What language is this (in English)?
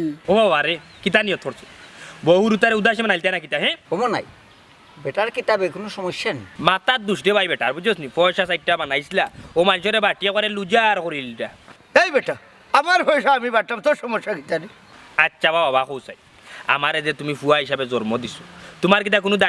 Sylheti